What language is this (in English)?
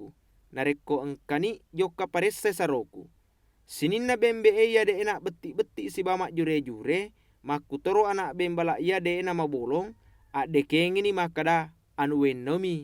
Buginese